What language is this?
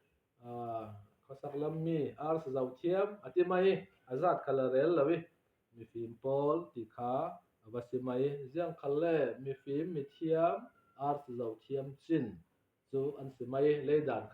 Falam Chin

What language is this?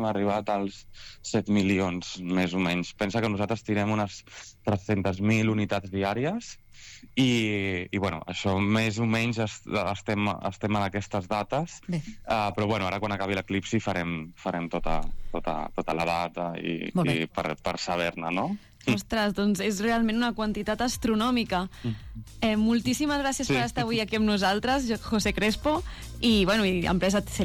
Catalan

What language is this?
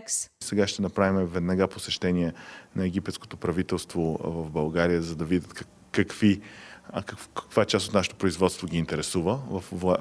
Bulgarian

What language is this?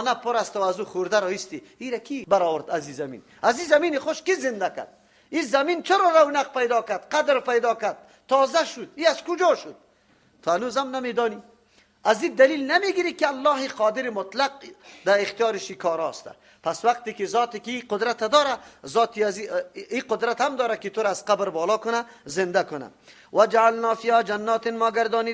Persian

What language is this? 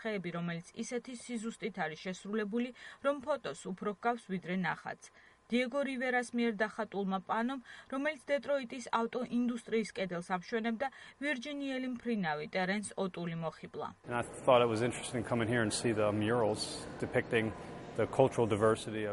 Georgian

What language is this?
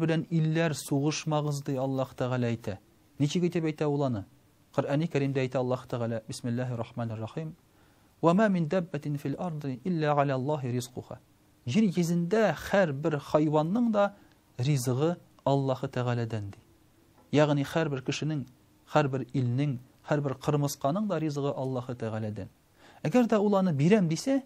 Tatar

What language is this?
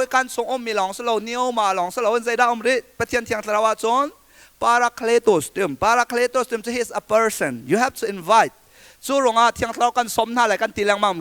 Hakha Chin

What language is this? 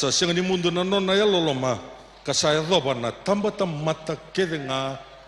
Fijian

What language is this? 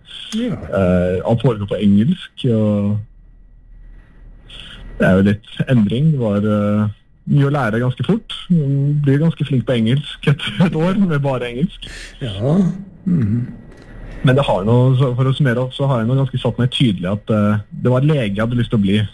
Norwegian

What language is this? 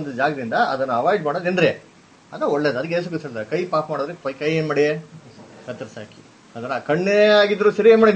Kannada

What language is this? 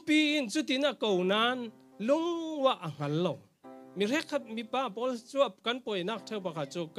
Falam Chin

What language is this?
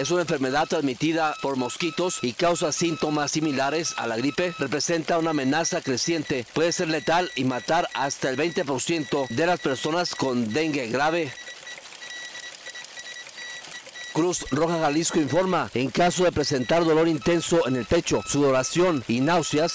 Spanish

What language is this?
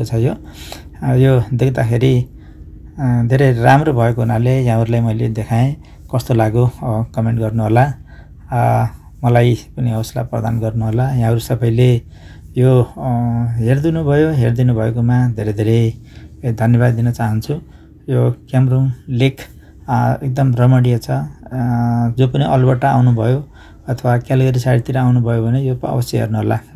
Nepali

